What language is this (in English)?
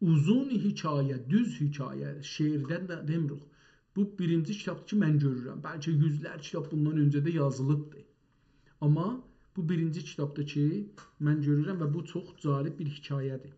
South Azerbaijani